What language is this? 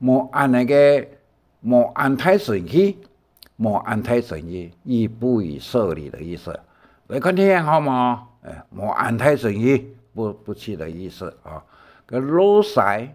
Hakka Chinese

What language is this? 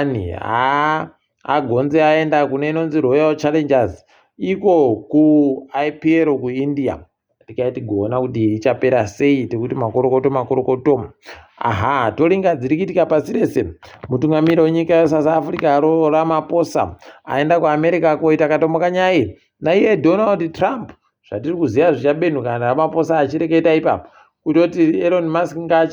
Ndau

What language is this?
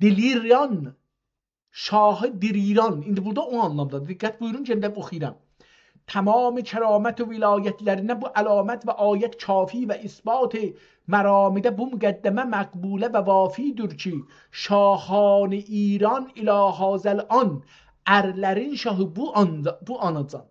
South Azerbaijani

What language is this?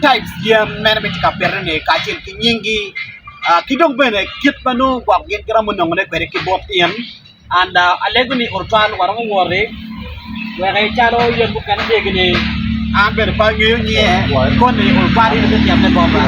Acoli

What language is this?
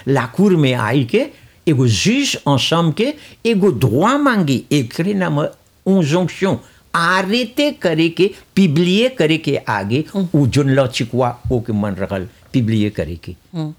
Bhojpuri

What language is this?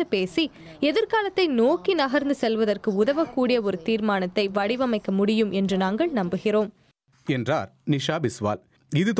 Tamil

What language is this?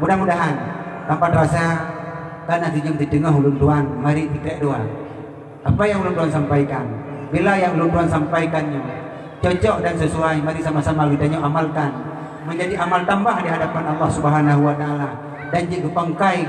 Achinese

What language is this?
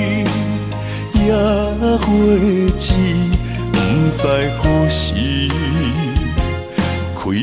Chinese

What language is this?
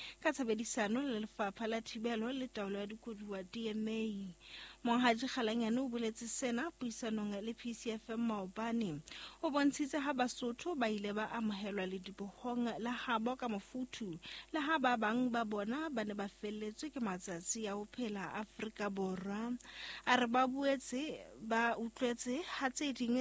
Southern Sotho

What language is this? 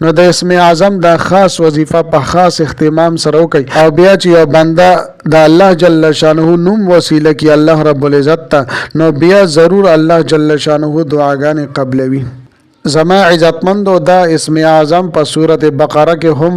Pashto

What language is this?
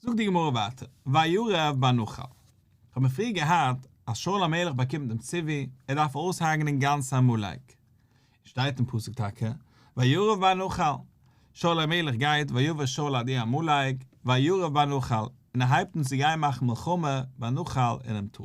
Yiddish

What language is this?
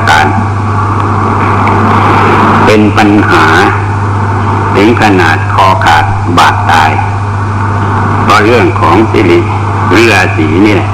Thai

